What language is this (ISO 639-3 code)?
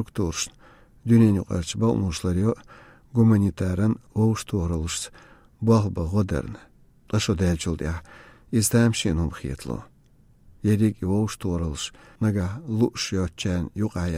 che